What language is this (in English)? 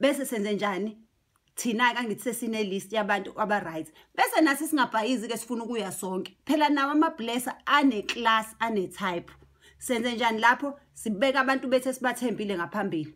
Zulu